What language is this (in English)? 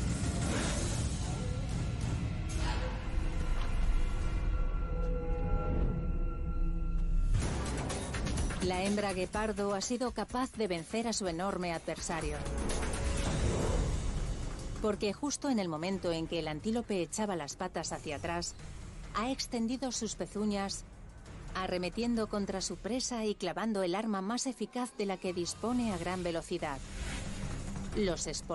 Spanish